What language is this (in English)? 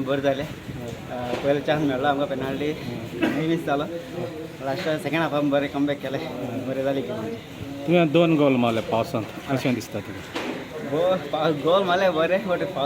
Konkani